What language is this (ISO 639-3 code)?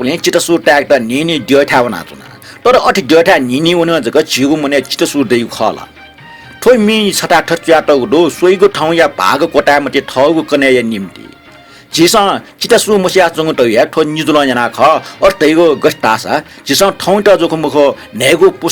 new